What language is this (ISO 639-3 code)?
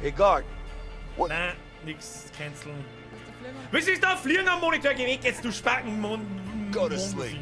bar